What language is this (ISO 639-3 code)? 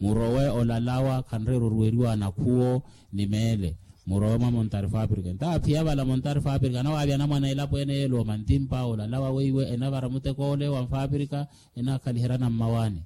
vmw